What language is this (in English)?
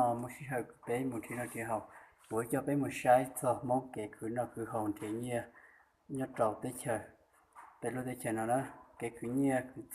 Hmong